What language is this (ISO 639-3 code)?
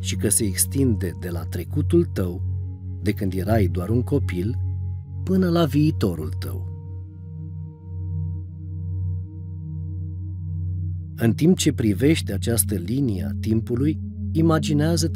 ron